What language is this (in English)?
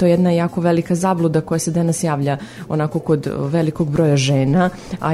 Serbian